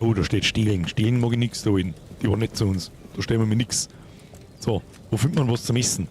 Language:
Bavarian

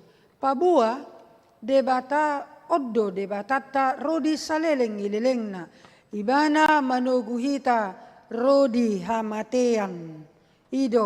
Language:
Batak Toba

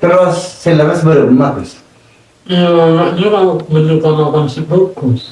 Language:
Madurese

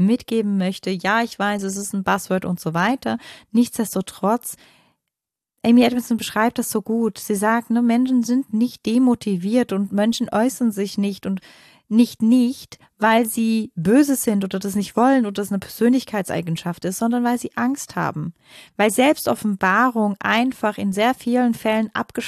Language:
German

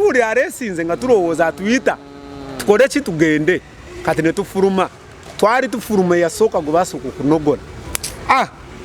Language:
Ganda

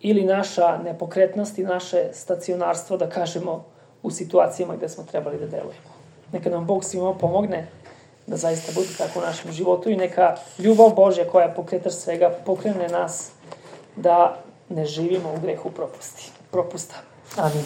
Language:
Serbian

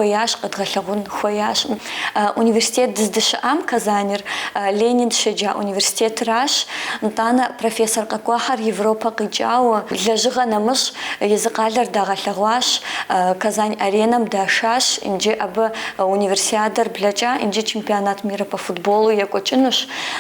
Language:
Kabardian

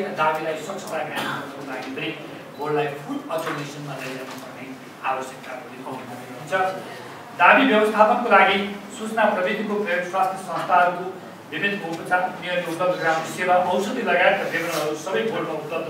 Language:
Nepali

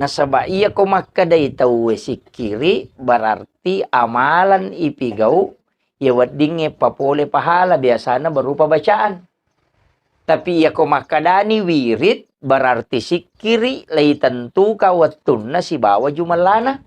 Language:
Buginese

